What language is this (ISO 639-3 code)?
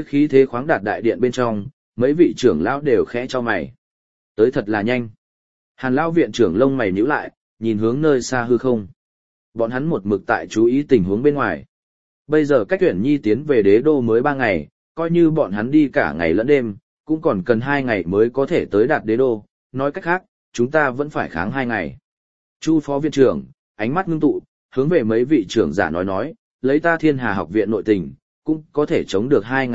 vie